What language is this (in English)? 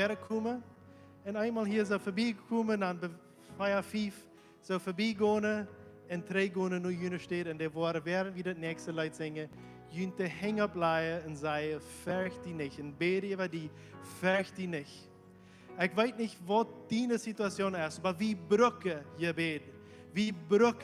Plautdietsch